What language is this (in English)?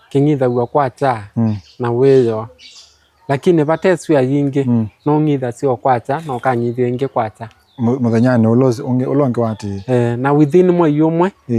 Kamba